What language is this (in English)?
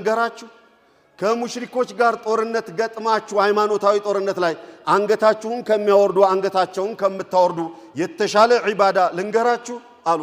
Amharic